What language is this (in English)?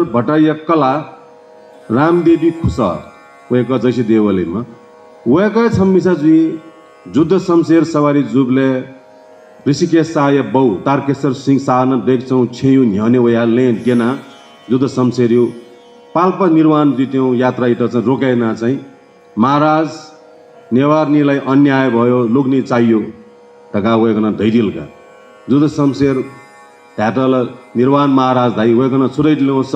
Newari